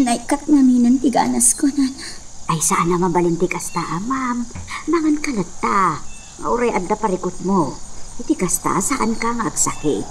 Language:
Iloko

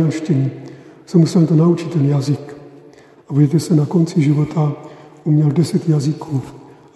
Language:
Czech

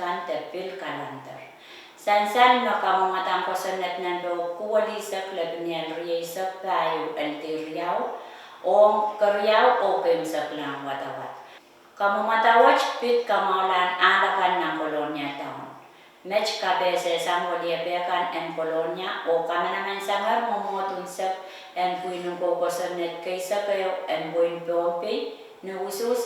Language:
Pohnpeian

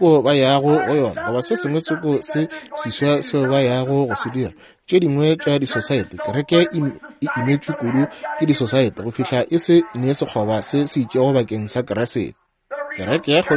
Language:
Northern Sotho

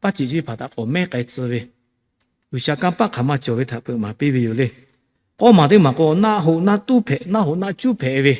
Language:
Lahu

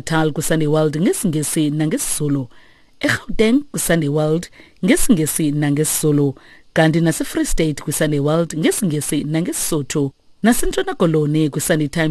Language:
Xhosa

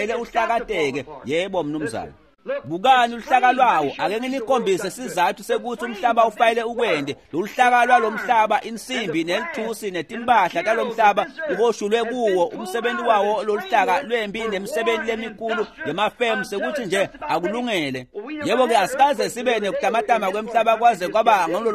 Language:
Swati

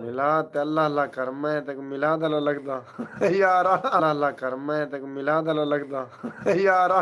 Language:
Saraiki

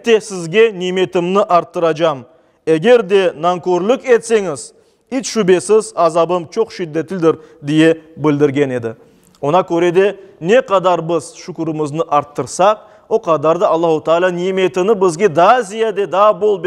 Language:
Crimean Tatar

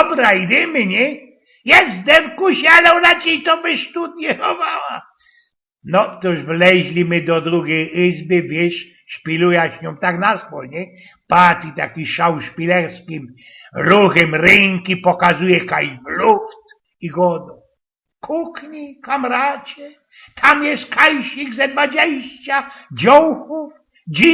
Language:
Silesian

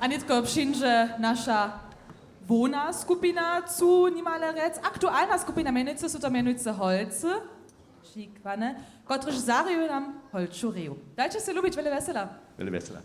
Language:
Upper Sorbian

